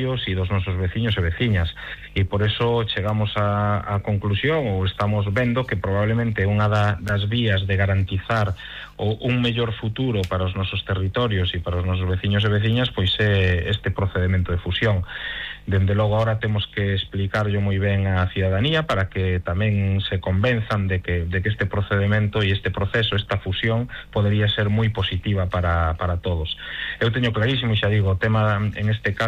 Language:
Galician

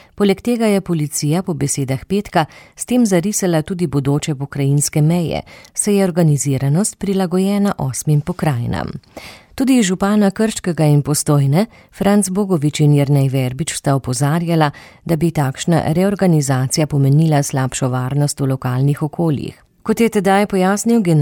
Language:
Slovenian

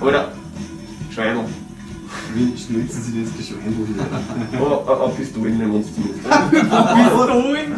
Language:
Bavarian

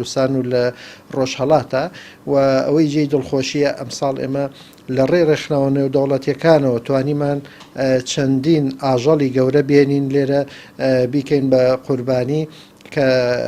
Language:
Central Kurdish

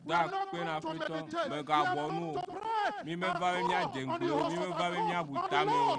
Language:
Ewe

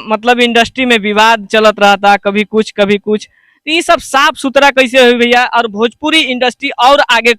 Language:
Bhojpuri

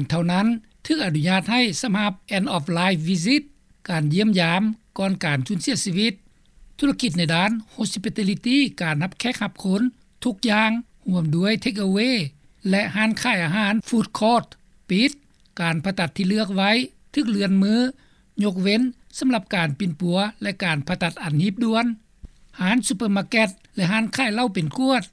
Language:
Lao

